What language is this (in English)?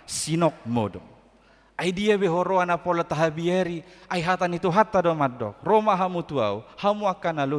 Batak Toba